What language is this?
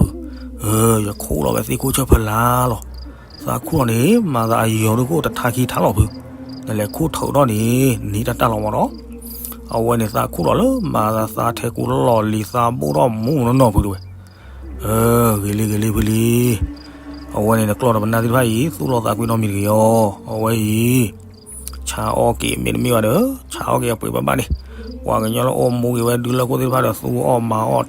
S'gaw Karen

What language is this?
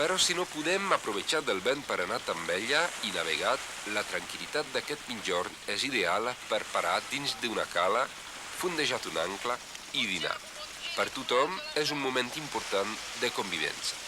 Occitan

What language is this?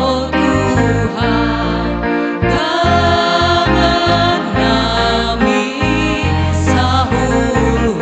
Batak Simalungun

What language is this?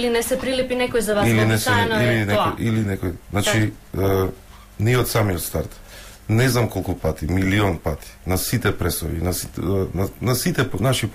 Macedonian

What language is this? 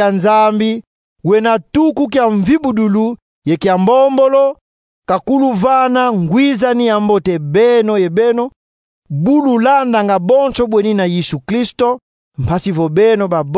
Kongo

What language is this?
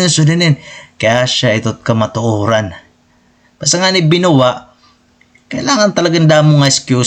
Waray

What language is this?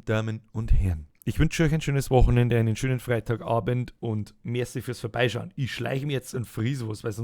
Bavarian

